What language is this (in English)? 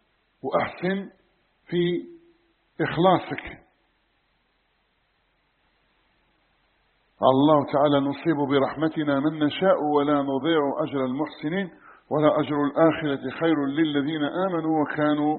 Arabic